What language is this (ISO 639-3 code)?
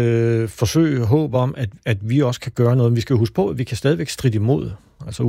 dan